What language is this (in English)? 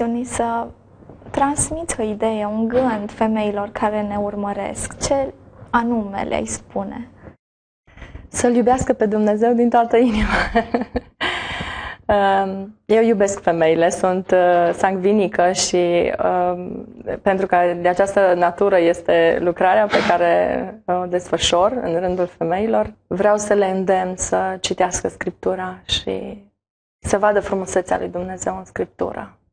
Romanian